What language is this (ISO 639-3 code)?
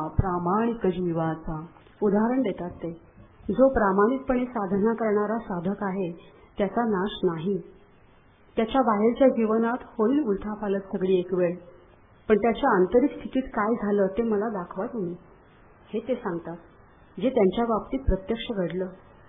mar